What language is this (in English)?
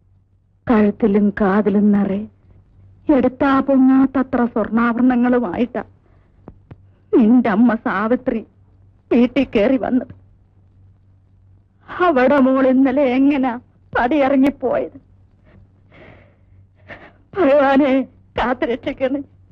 Malayalam